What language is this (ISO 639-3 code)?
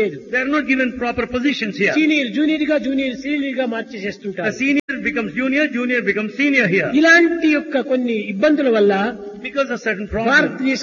tel